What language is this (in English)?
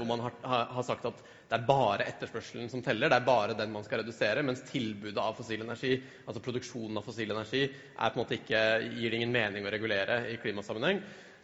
Norwegian